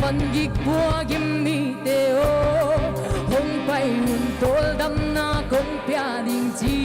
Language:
Paite Chin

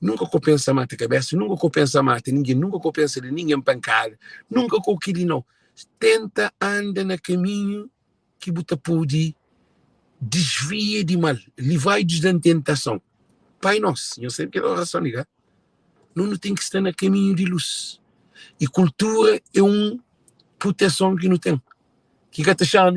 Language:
Kabuverdianu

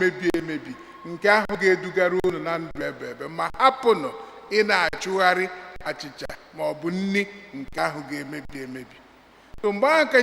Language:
Igbo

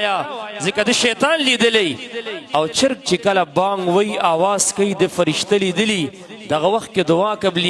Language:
Pashto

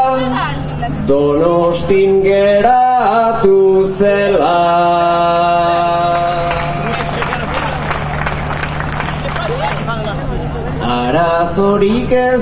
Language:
Basque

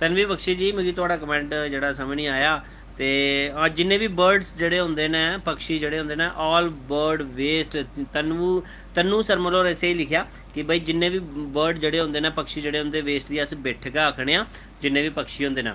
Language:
Dogri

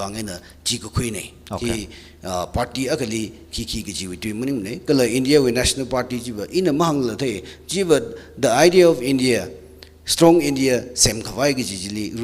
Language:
Tangkhul Naga (India)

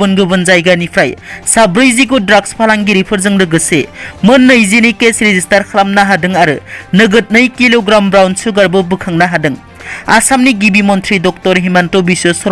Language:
Bodo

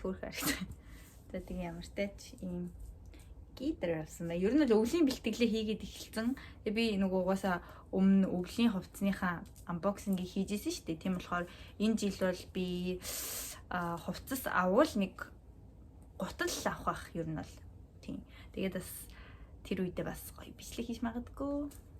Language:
Mongolian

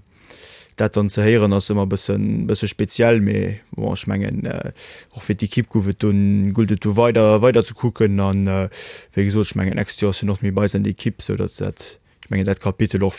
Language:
Luxembourgish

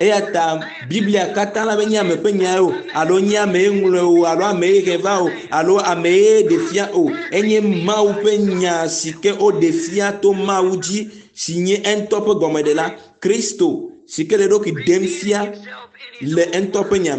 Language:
Ewe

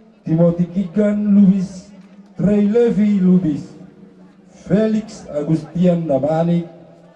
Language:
Batak Toba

